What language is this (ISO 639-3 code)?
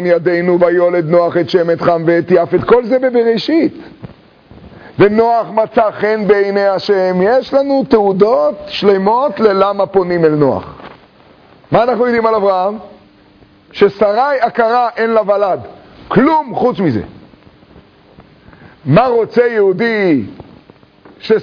heb